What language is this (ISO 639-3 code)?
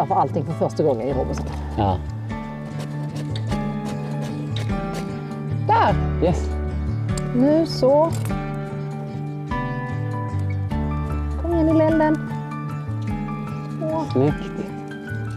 swe